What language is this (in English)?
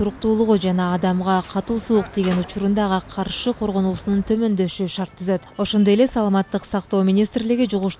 Kyrgyz